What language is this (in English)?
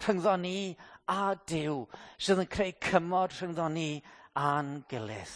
Welsh